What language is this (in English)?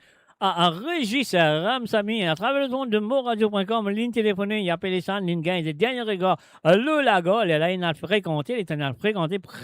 Morisyen